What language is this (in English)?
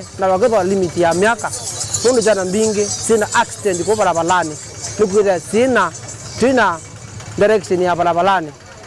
Kamba